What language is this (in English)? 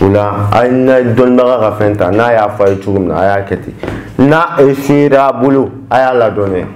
Bambara